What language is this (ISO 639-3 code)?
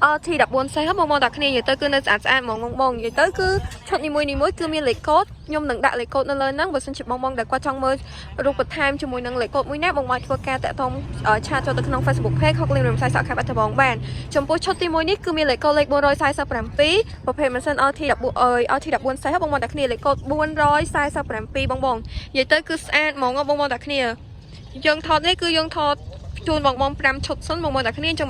khm